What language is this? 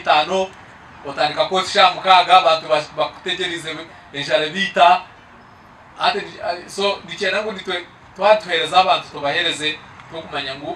Nyankole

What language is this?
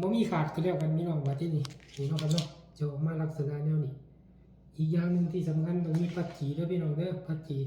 Northeastern Thai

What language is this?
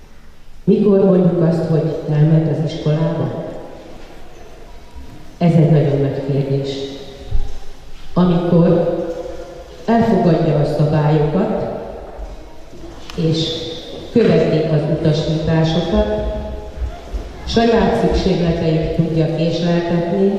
Hungarian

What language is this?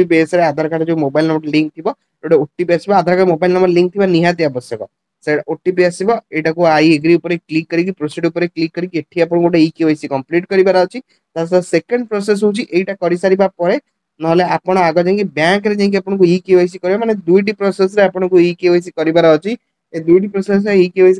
Odia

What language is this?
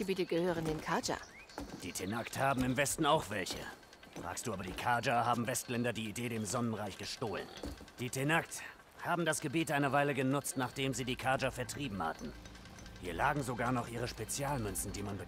German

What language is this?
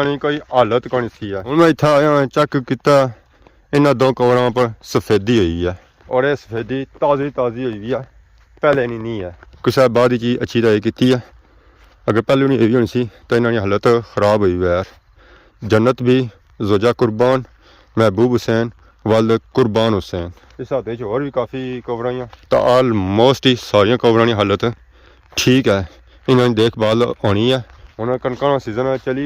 Pahari-Potwari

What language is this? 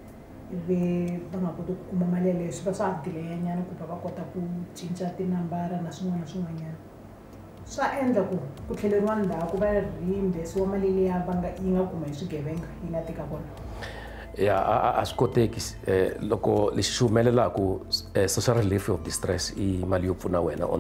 Tsonga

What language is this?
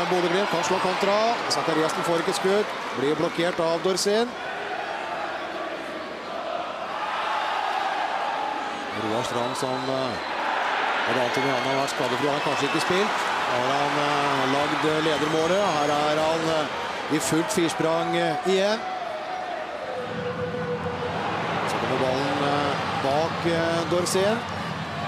Norwegian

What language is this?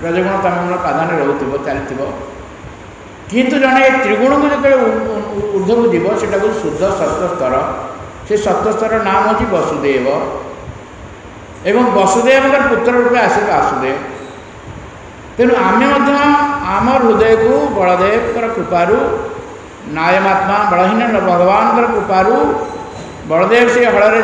Odia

